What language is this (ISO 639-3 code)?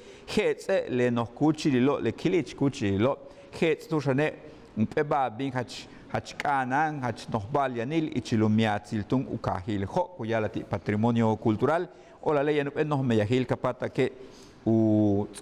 yua